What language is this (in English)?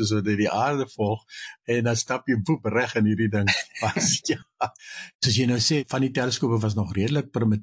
Afrikaans